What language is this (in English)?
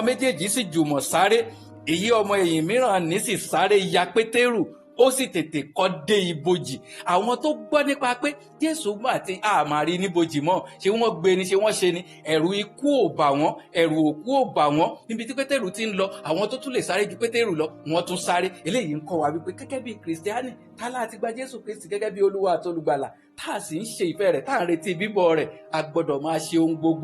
Yoruba